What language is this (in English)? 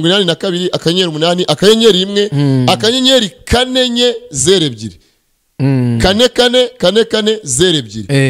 Kinyarwanda